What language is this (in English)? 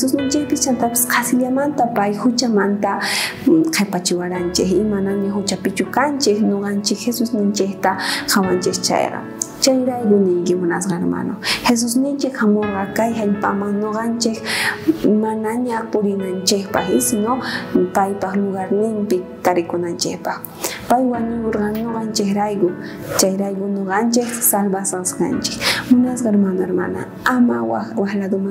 South Bolivian Quechua